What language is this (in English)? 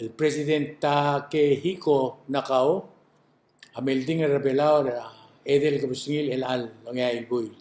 Palauan